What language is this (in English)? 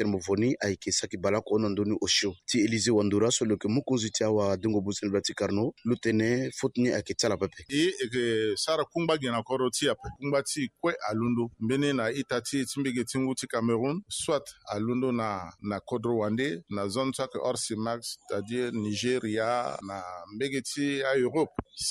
Sango